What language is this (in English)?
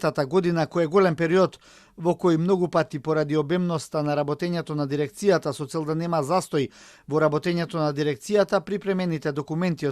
Macedonian